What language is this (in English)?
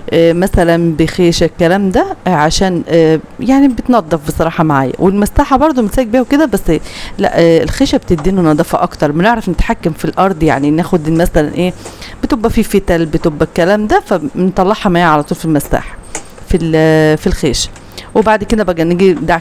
Egyptian Arabic